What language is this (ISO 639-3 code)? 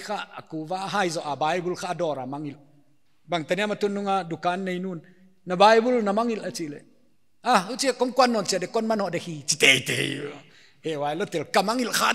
pck